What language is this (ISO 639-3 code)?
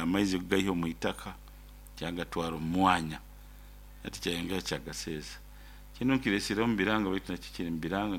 nyo